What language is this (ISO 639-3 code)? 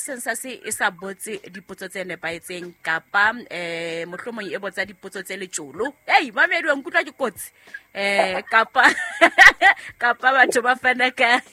sot